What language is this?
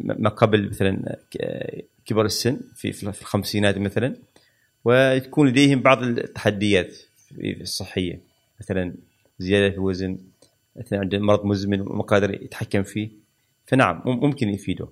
Gulf Arabic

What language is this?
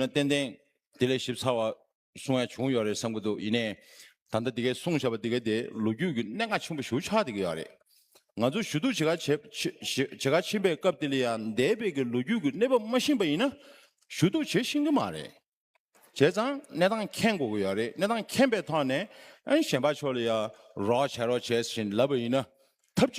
Tibetan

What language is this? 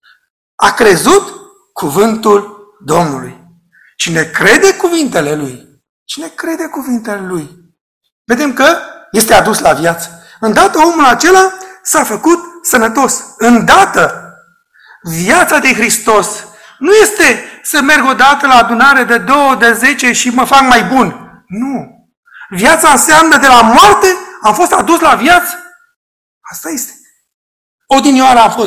Romanian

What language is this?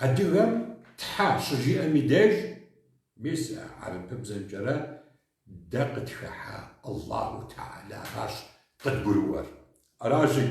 Kabardian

